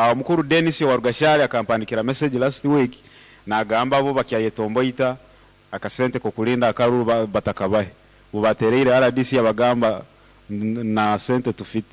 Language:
Nyoro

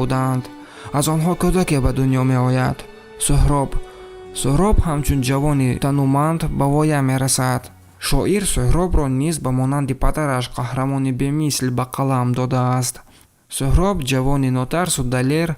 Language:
Tajik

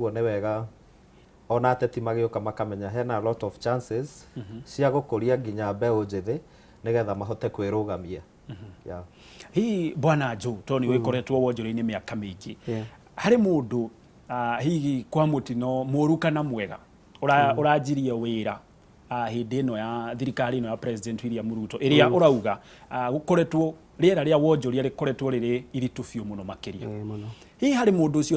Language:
Kikuyu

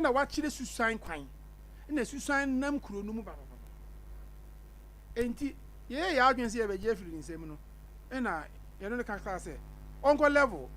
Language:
Akan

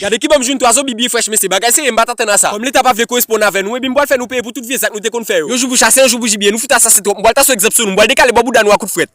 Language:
Haitian Creole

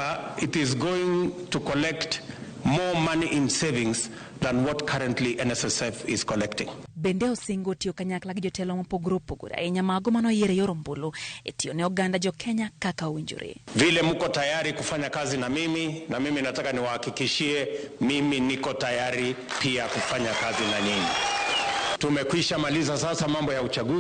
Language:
Luo (Kenya and Tanzania)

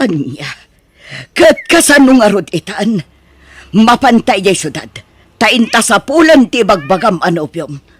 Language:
Iloko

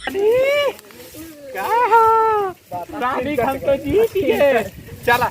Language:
Bhojpuri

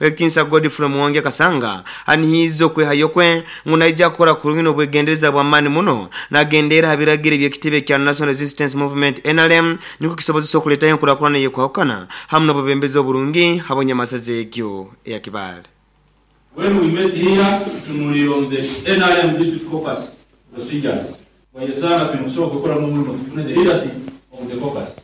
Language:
Nyoro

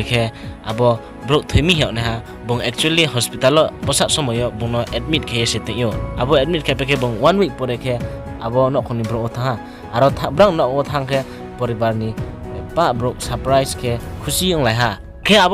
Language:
Riang (India)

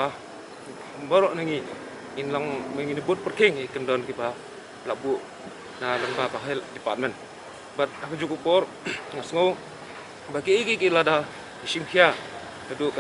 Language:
Khasi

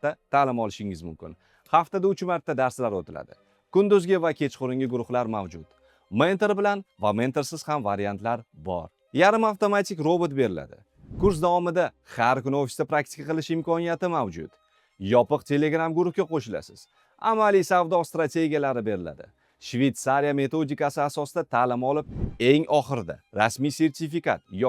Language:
Uzbek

